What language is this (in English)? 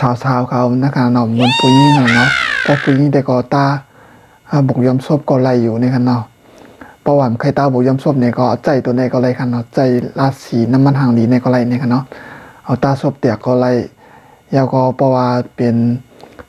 Shan